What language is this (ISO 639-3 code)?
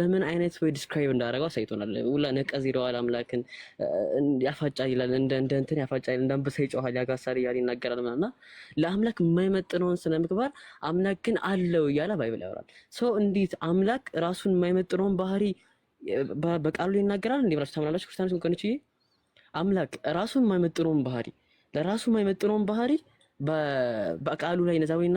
amh